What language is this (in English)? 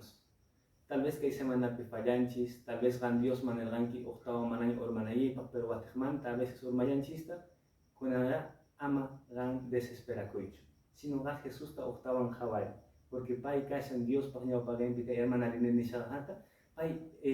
Quechua